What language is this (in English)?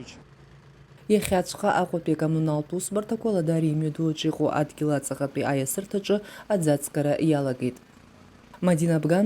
Abkhazian